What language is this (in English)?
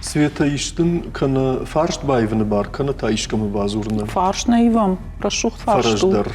Ossetic